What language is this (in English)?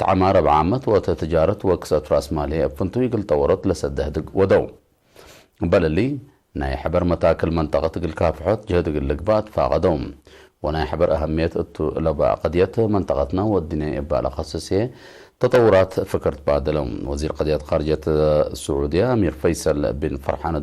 Tigre